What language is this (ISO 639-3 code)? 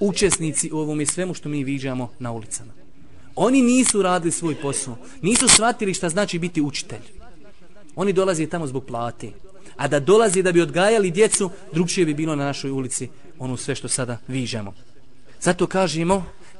bos